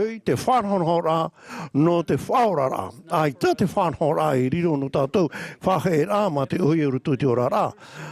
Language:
Tahitian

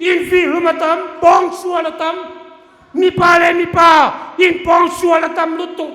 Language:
Hmar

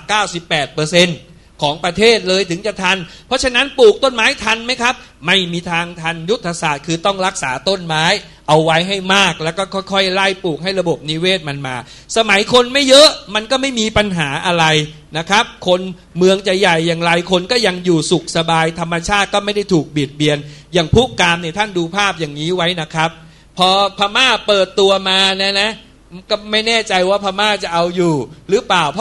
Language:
Thai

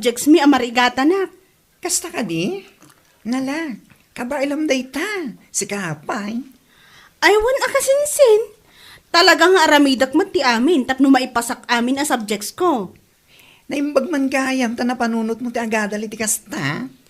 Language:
Iloko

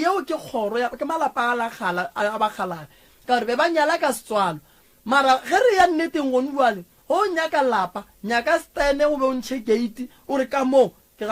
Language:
Northern Sotho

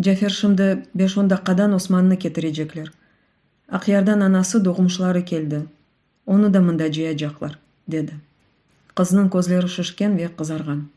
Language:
Crimean Tatar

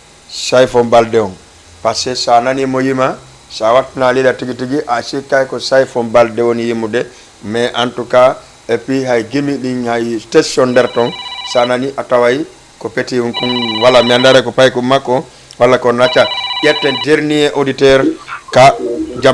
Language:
Fula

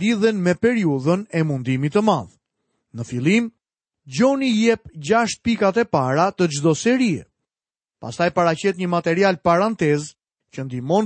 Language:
Albanian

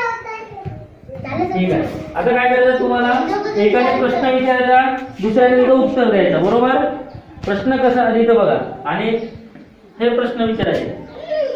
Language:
Marathi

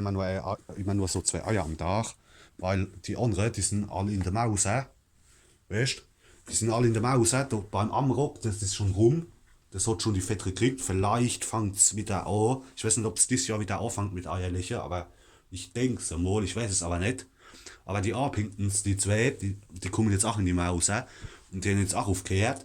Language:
Palatine German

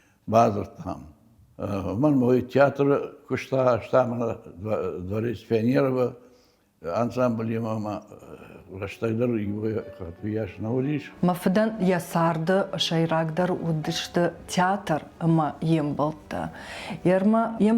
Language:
Ossetic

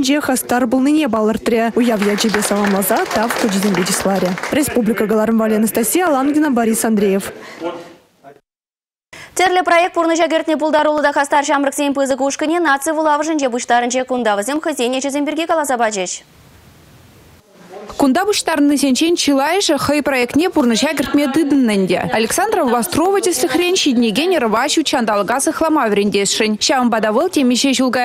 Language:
Chuvash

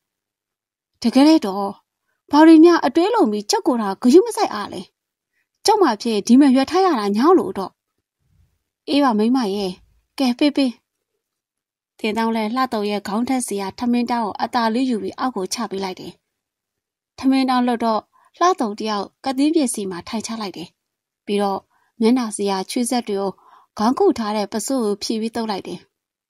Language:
Burmese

